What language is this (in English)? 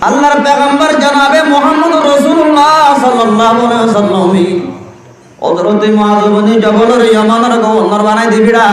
Rohingya